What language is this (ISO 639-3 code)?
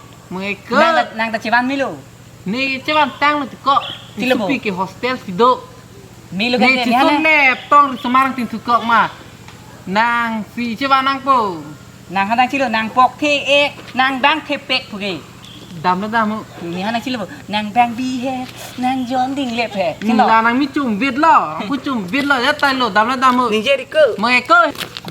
mjw